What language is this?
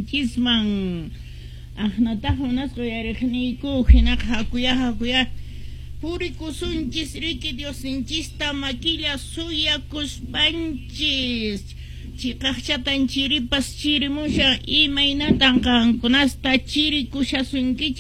Quechua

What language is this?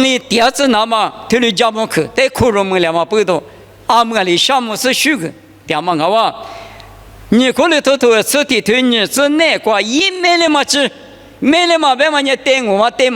Lisu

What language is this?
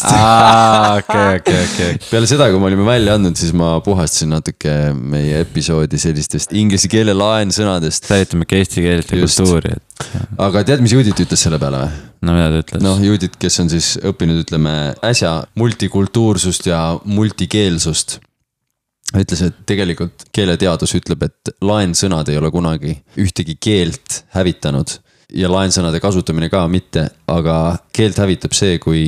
Estonian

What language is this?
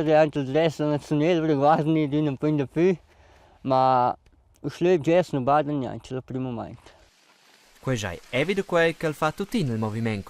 Romansh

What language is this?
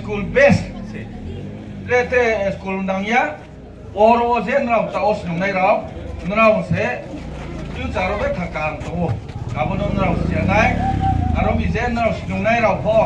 Riang (India)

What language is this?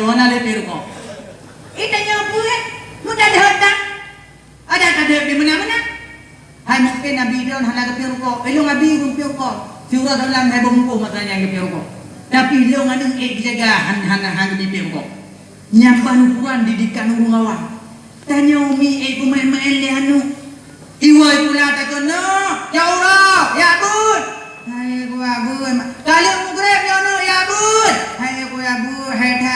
Achinese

